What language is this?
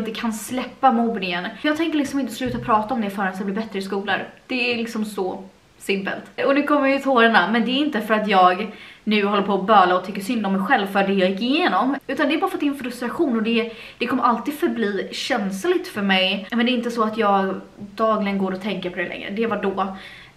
Swedish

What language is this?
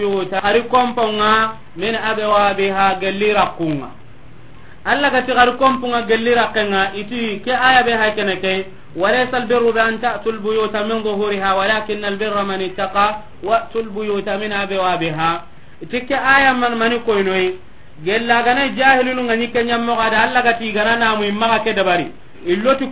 Soninke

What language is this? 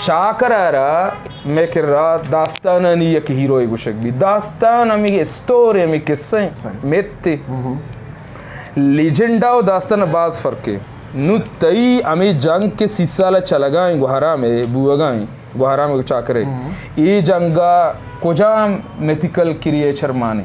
Eastern Balochi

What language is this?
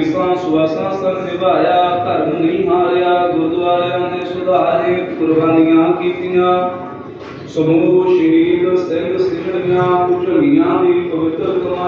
Punjabi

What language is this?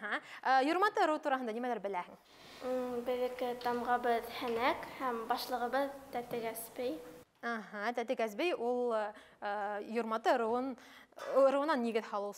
Bashkir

